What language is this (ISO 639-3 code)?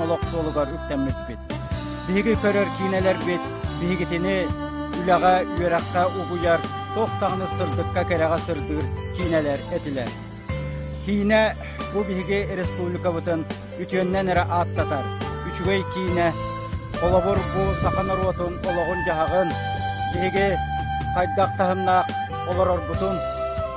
sah